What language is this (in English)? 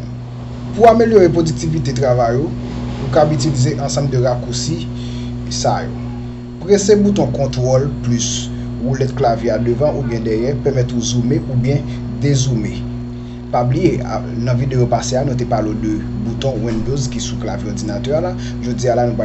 Haitian Creole